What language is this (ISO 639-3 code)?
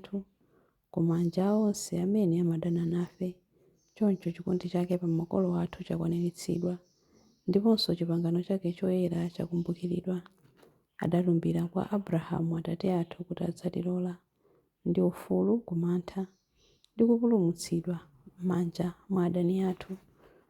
nya